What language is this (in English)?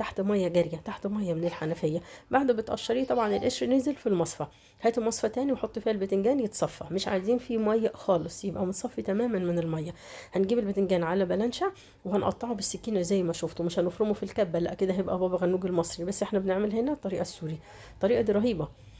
Egyptian Arabic